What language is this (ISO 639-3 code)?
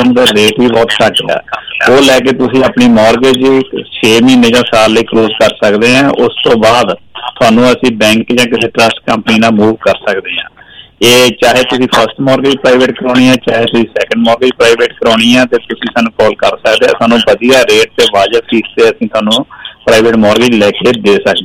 pan